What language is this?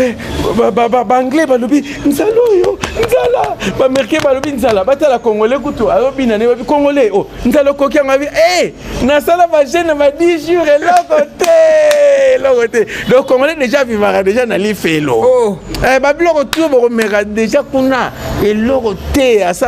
Lingala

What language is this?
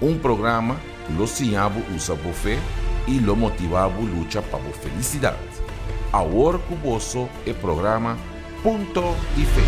Papiamento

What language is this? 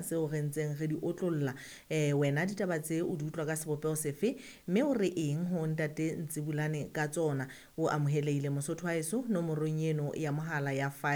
Southern Sotho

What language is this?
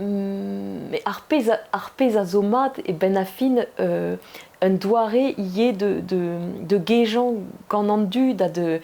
Breton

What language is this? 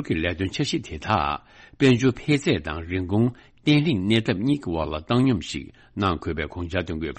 Tibetan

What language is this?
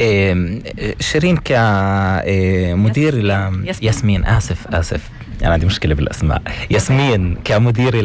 North Levantine Arabic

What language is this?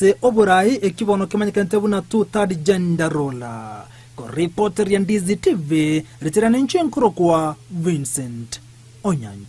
Gusii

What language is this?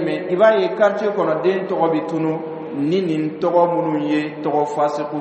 Dyula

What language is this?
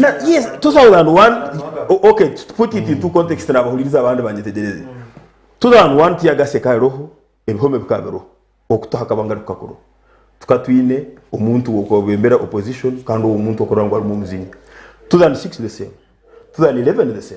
Nyankole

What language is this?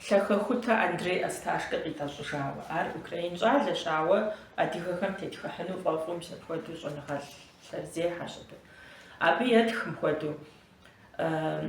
Kabardian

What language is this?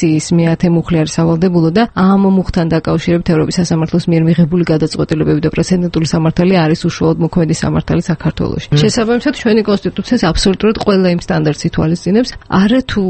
Georgian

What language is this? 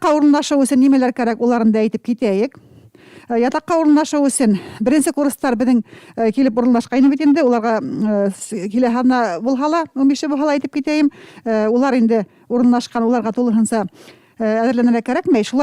Bashkir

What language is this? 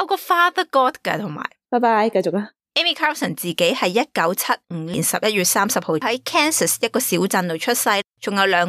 Cantonese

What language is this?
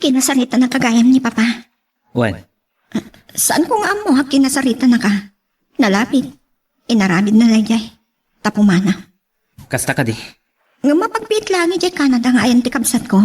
Iloko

